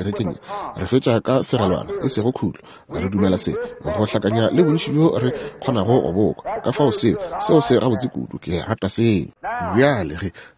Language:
Northern Sotho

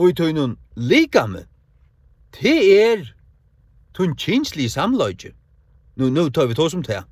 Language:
Faroese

